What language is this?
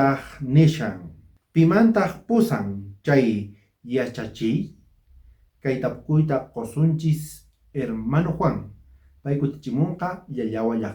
South Bolivian Quechua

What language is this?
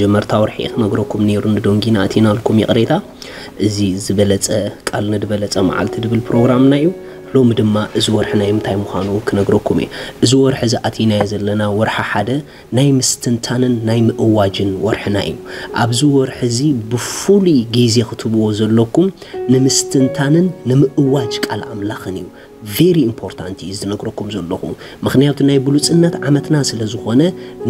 Tigrinya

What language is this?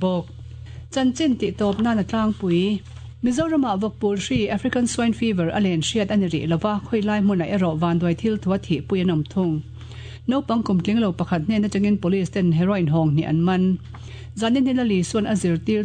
Mizo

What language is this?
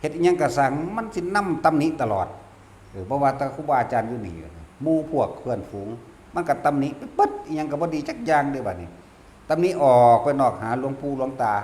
Northeastern Thai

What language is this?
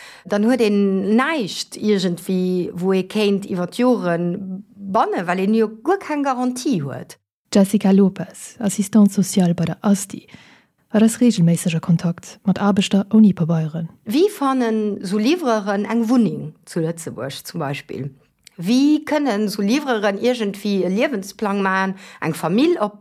Luxembourgish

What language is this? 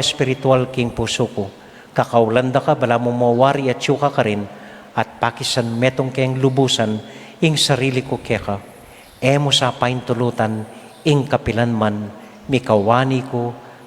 Pampanga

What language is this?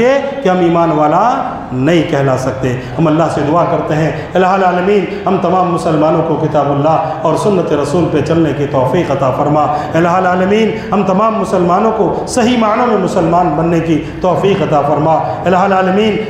Urdu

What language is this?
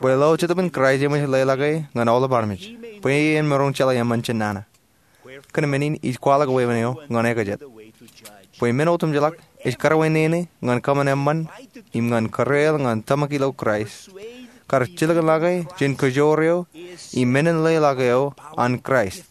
Marshallese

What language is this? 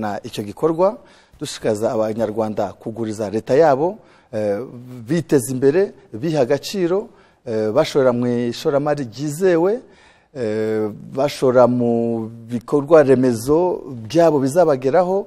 Kinyarwanda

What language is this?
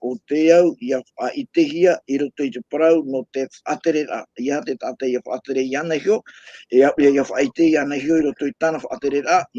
Tahitian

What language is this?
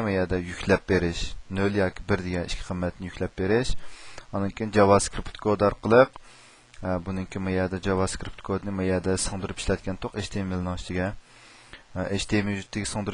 Uyghur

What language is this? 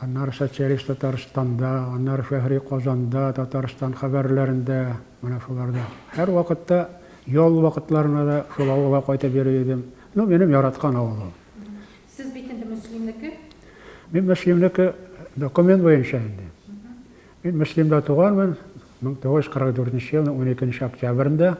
Tatar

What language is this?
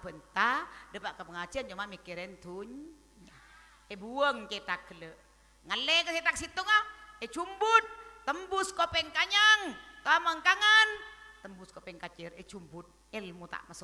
Madurese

